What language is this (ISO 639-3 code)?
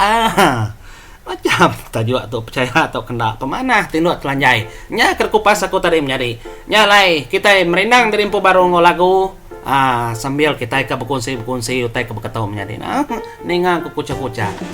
iba